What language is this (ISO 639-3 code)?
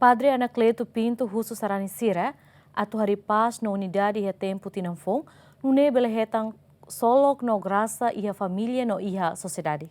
tet